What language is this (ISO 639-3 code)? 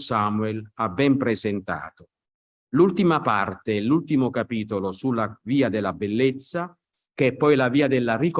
ita